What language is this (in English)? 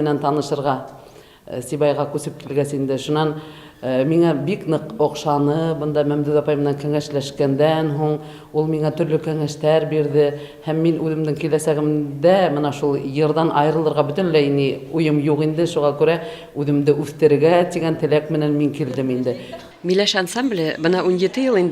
Bashkir